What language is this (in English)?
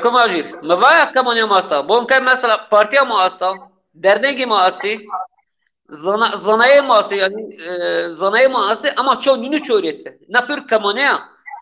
Zaza